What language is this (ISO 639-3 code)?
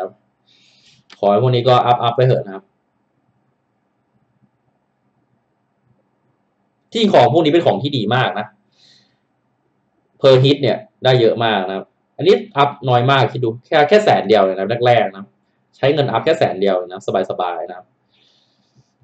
tha